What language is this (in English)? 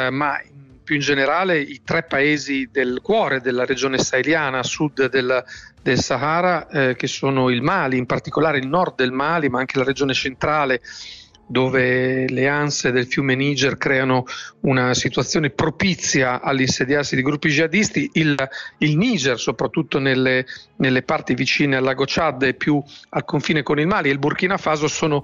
Italian